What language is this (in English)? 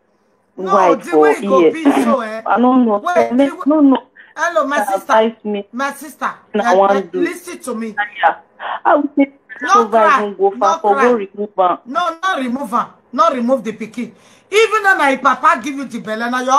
Nigerian Pidgin